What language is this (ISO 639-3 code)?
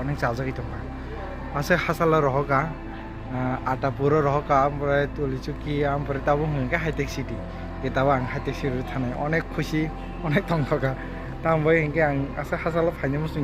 trp